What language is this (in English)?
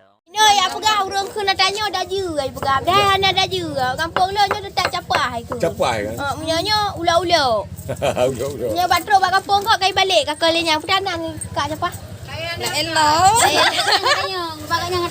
Achinese